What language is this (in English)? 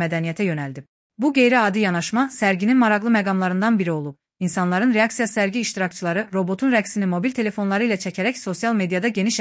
Azerbaijani